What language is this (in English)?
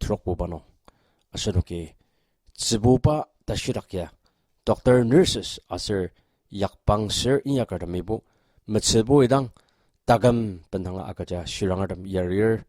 Ao Naga